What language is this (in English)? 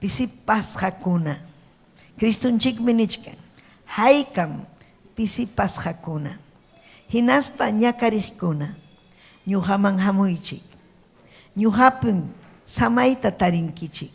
Ayacucho Quechua